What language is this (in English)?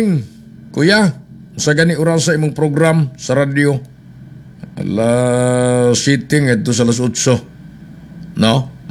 Cebuano